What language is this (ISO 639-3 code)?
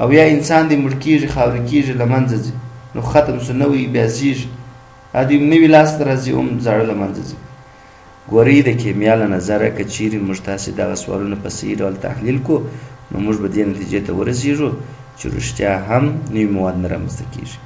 pus